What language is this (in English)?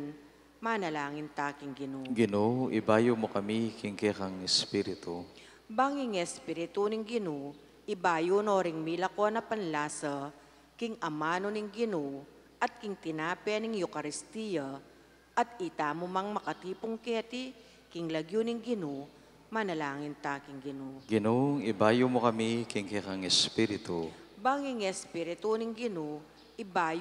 Pampanga